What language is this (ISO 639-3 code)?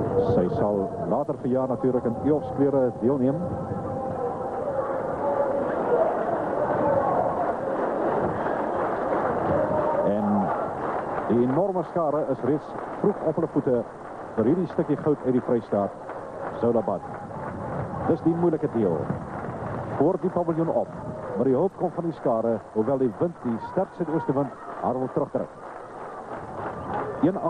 afr